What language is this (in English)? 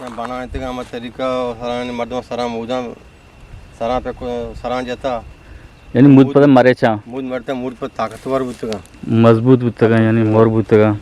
Eastern Balochi